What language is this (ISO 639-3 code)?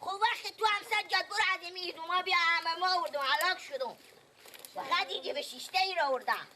fas